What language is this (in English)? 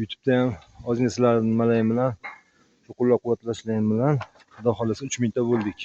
Uzbek